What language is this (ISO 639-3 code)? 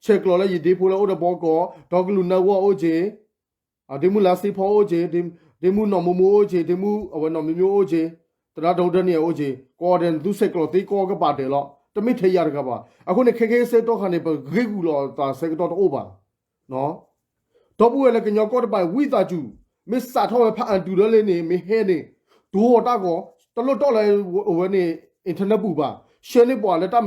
ksw